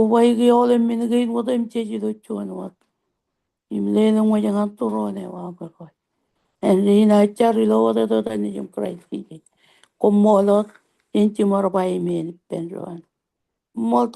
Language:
Marshallese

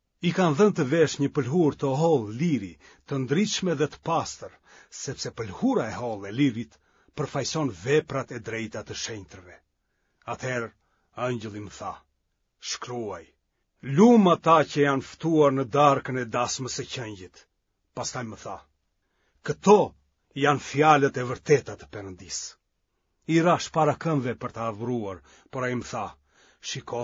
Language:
Albanian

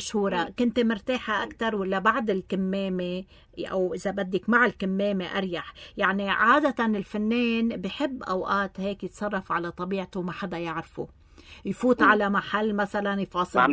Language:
North Levantine Arabic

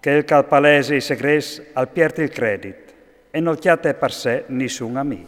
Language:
Friulian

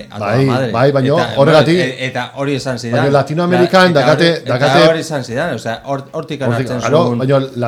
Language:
Basque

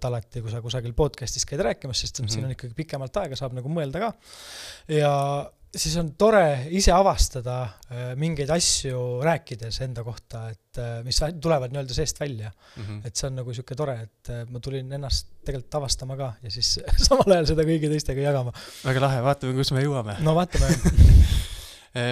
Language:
Estonian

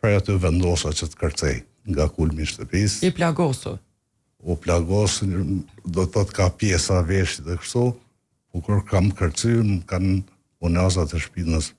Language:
Albanian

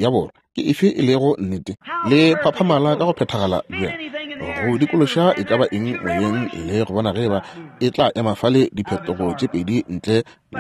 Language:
Northern Sotho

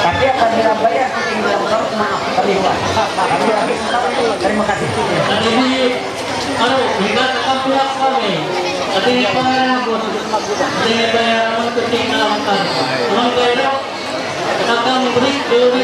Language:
Ma'anyan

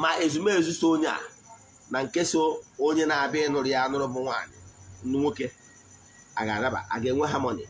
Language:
Igbo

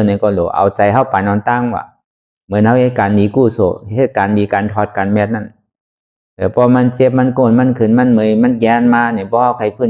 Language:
Shan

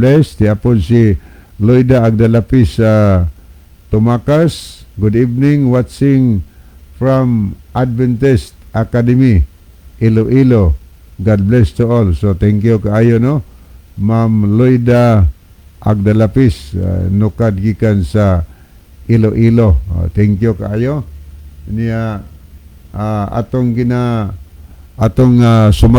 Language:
Cebuano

